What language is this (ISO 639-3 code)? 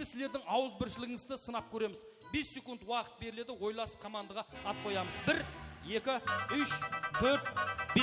kaa